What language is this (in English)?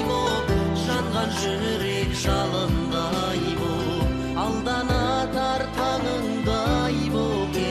Kazakh